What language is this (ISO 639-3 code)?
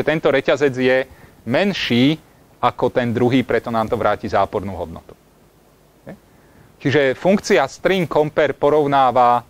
slk